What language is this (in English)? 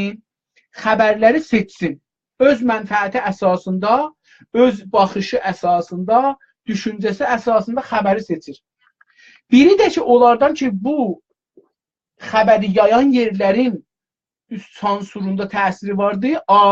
South Azerbaijani